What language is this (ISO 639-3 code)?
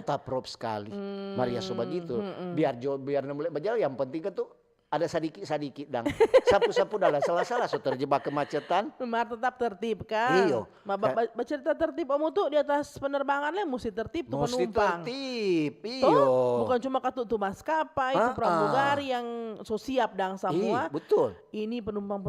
xmm